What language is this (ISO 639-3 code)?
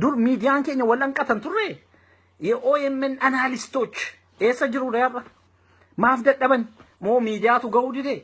orm